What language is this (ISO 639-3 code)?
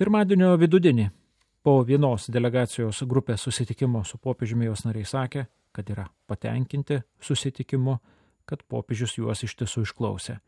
lit